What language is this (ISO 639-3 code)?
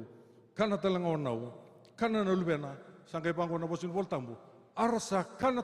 fij